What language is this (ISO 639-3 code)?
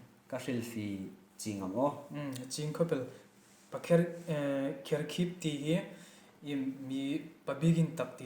hmr